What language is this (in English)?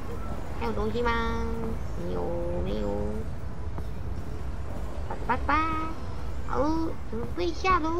Chinese